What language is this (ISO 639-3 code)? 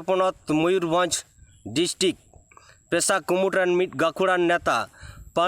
sat